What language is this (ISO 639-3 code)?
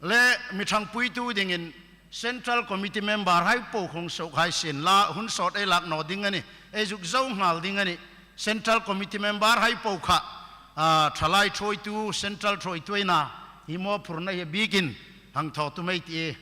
hmr